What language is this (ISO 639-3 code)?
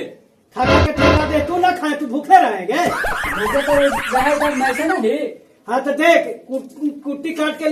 mag